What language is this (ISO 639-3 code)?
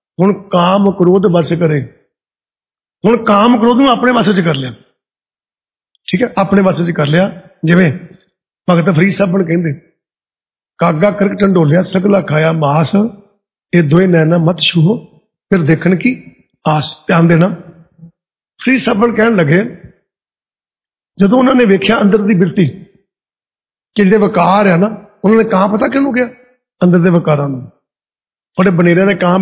pan